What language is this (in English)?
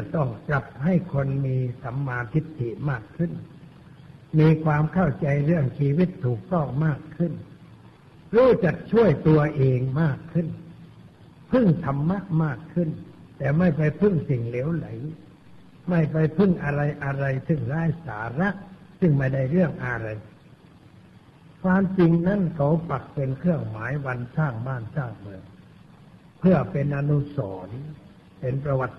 Thai